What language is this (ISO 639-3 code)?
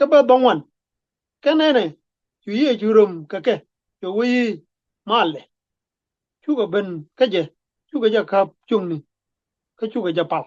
nus